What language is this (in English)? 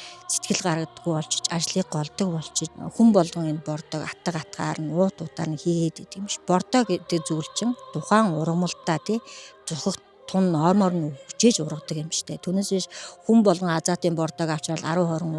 Mongolian